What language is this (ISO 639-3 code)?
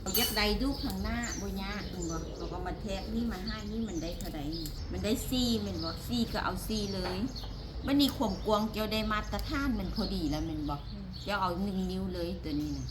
lao